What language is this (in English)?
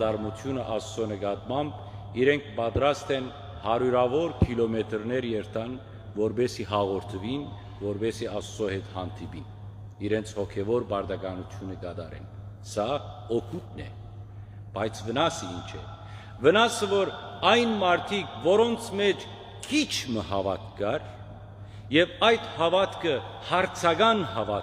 Western Armenian